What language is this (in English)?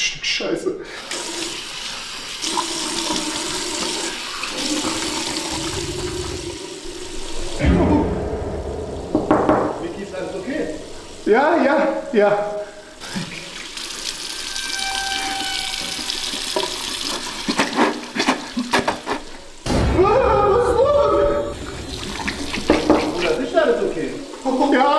German